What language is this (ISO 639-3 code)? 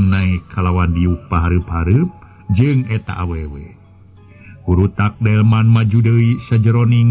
sun